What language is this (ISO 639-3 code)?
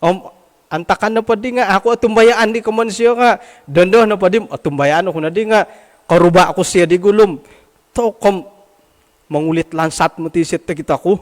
dtp